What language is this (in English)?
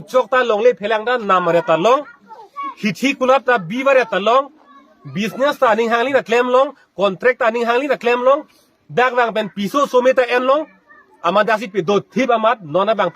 Karbi